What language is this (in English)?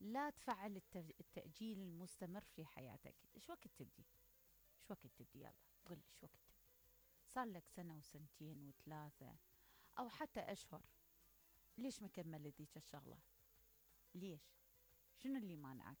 Mesopotamian Arabic